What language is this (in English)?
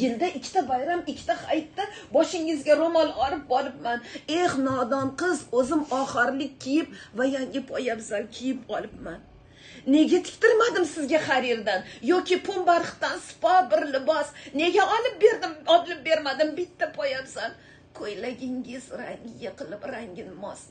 Uzbek